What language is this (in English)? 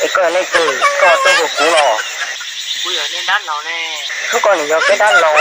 Hmong